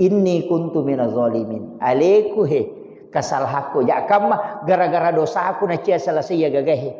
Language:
Buginese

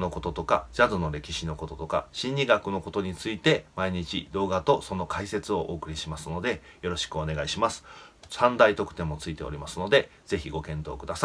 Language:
Japanese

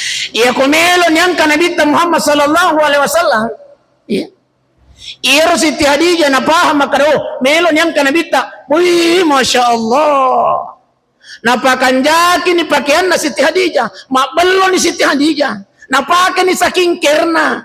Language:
Buginese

